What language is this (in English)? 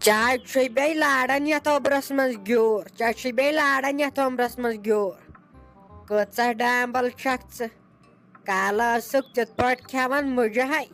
Kashmiri